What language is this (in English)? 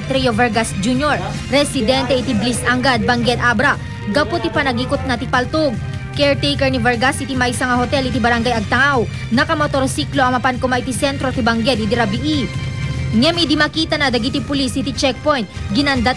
Iloko